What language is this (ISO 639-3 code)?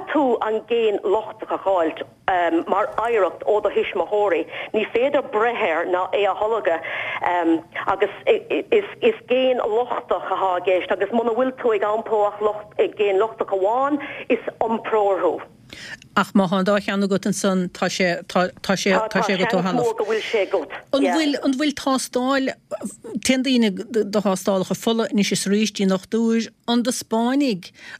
gle